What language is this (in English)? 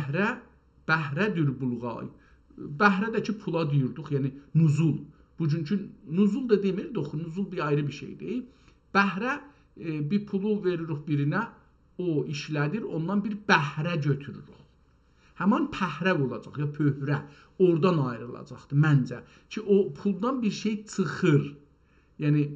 South Azerbaijani